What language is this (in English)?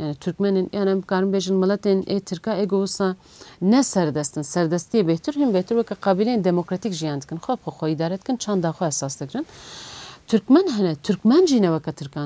Kurdish